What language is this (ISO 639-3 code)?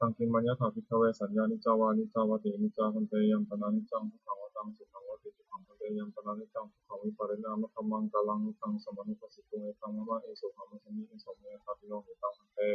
pli